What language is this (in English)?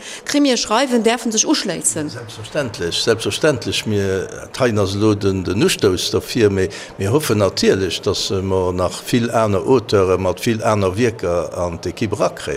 Luxembourgish